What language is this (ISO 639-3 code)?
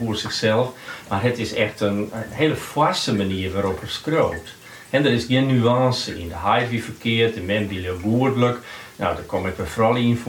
fry